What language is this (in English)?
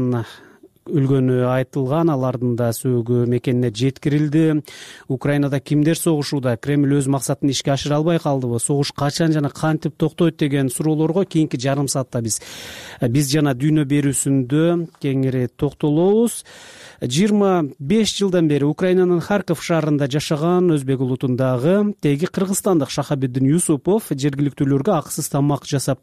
Kyrgyz